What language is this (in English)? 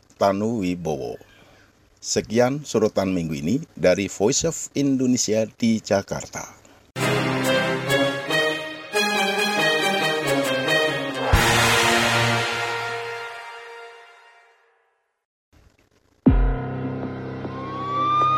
Indonesian